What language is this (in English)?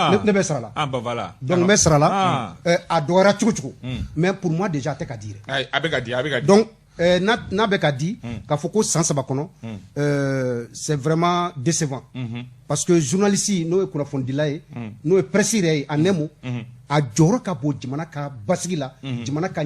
Bambara